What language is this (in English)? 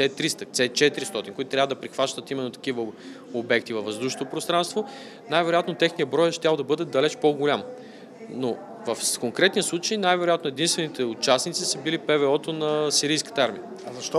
Bulgarian